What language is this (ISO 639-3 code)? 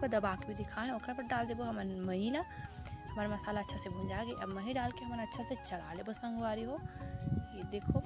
hne